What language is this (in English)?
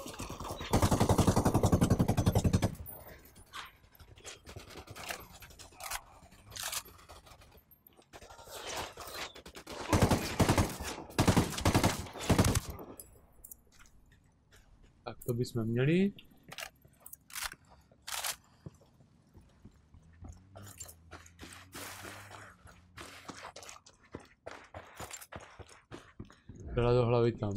Czech